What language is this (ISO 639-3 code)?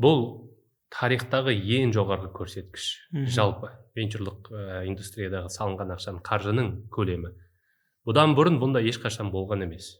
kaz